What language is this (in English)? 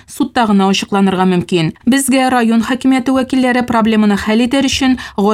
Tatar